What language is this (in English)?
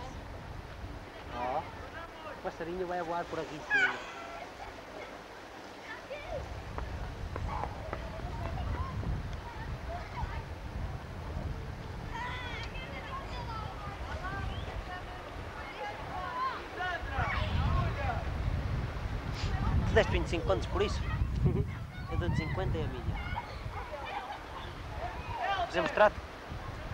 Portuguese